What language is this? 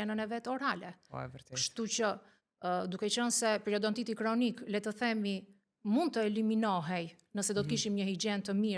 Albanian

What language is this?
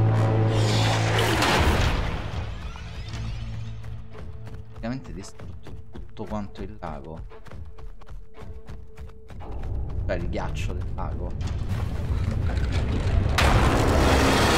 Italian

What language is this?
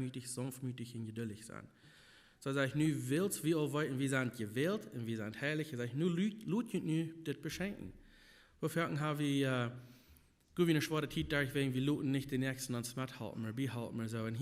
Plautdietsch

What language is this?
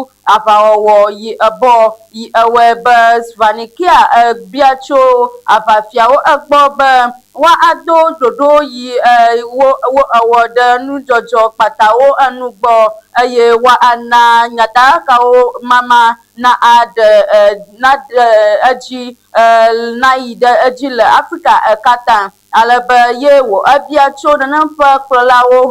Ewe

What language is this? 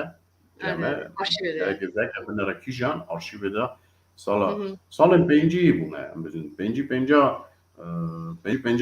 Kurdish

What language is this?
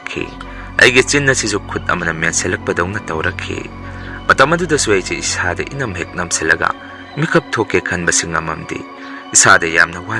Manipuri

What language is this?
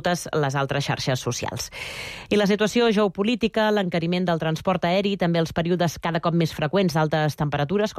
Catalan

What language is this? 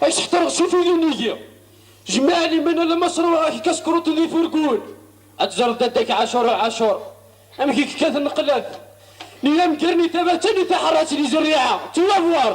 Kabyle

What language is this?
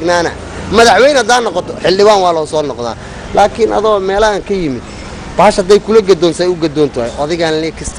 Somali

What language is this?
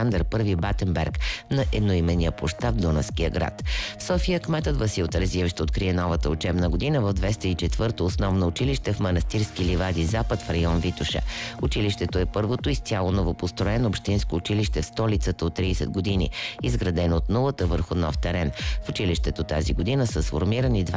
Bulgarian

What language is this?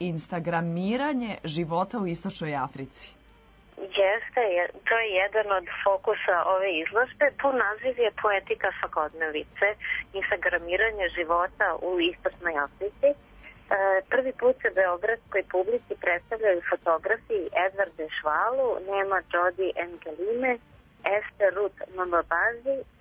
Serbian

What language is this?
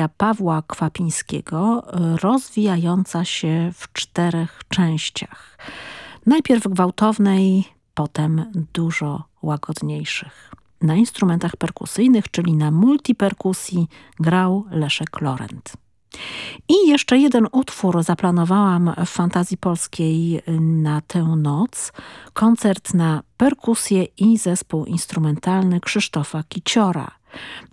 Polish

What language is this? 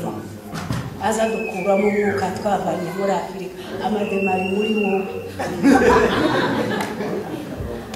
Kinyarwanda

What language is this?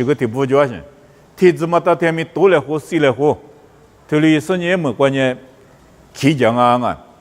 Lisu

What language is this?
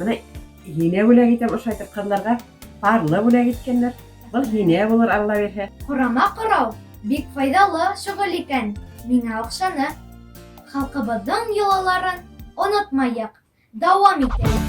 Bashkir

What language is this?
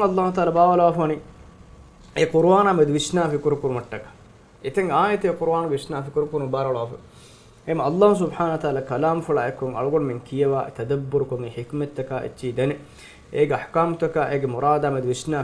Divehi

